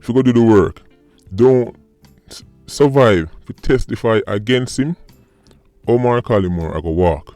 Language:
Jamaican Creole English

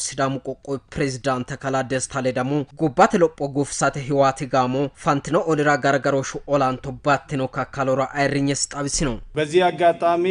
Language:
Sidamo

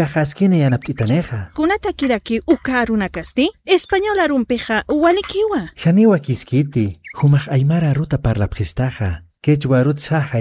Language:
Aymara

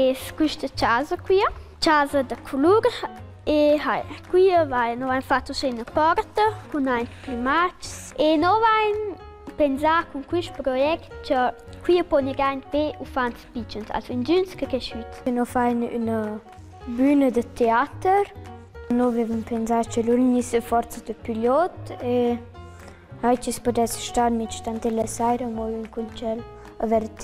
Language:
Romansh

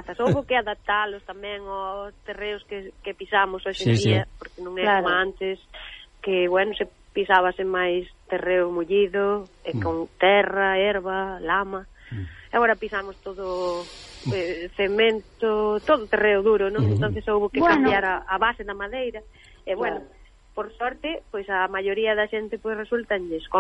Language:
Galician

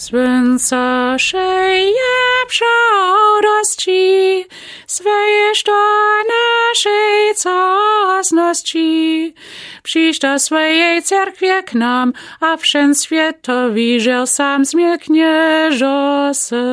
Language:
Lower Sorbian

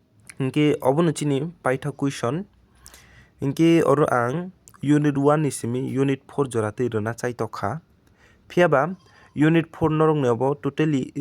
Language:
Kok Borok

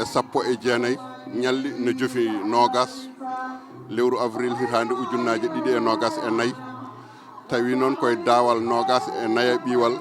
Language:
Fula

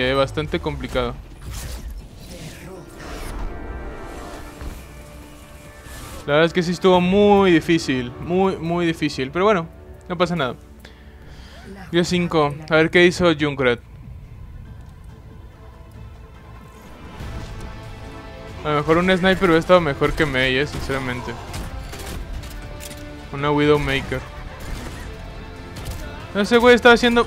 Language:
Spanish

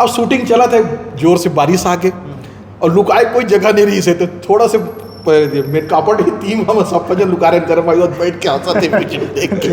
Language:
Chhattisgarhi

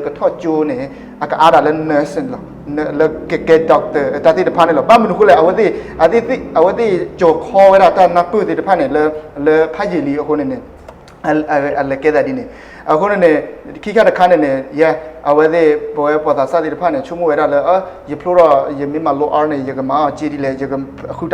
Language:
S'gaw Karen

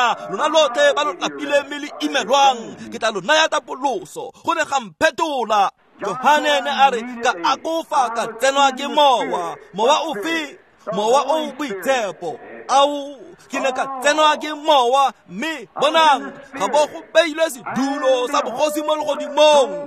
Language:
Tswana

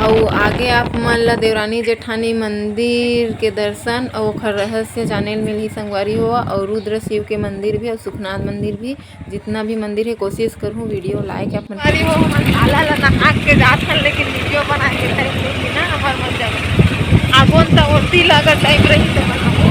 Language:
Chhattisgarhi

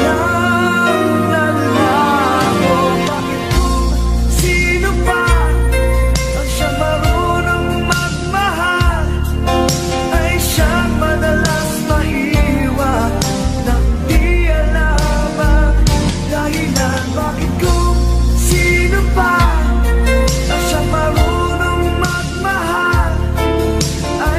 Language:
Filipino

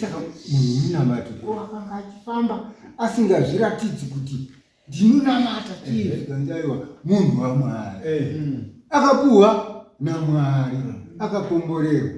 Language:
Shona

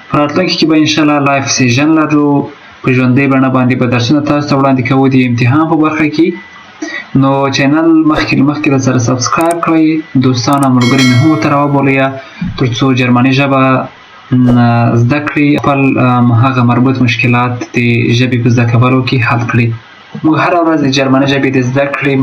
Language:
Pashto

